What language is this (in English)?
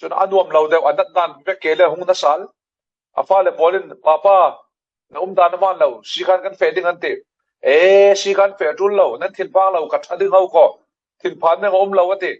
Falam Chin